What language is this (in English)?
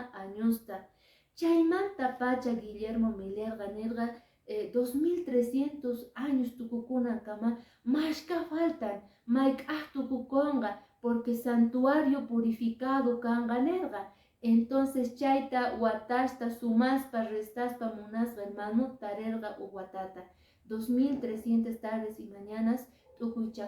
Quechua